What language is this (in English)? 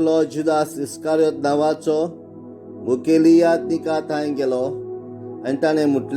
Konkani